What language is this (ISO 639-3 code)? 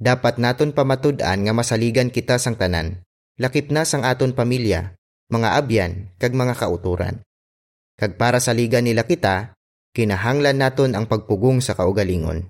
hil